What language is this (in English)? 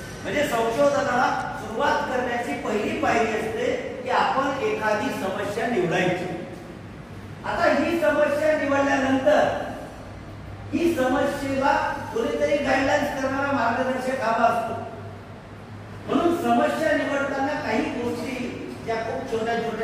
Marathi